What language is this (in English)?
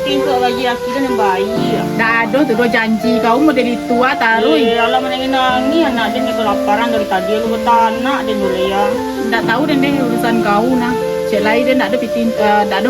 Minangkabau